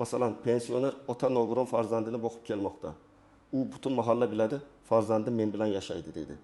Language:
Uzbek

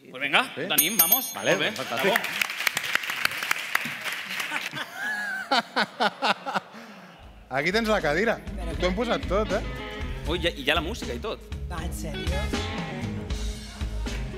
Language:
Catalan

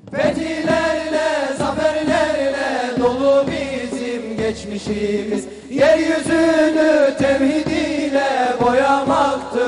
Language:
Turkish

